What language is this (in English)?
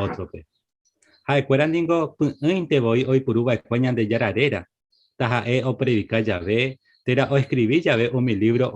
Guarani